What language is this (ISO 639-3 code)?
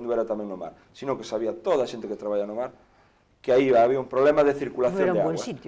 glg